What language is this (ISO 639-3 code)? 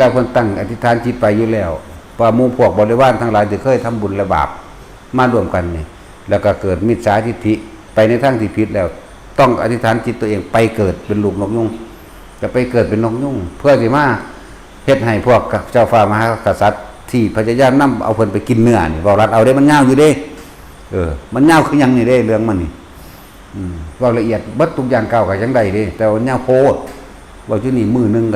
tts